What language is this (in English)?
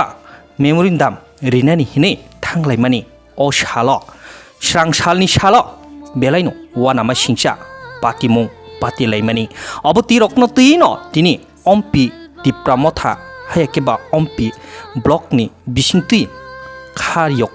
Kok Borok